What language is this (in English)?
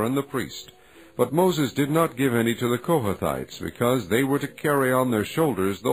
English